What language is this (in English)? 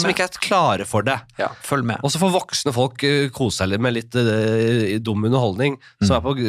Norwegian